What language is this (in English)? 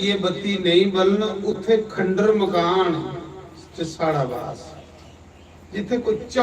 Dogri